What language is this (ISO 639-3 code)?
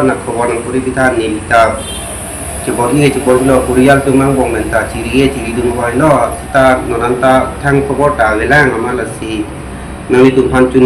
mjw